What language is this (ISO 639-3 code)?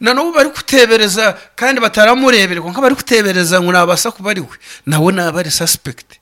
nyn